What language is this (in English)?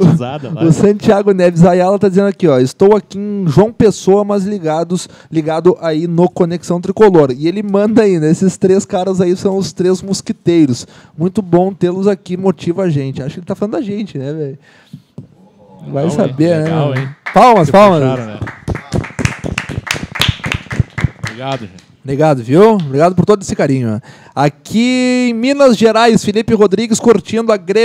Portuguese